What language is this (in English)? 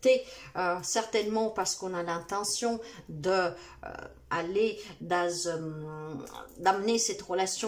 French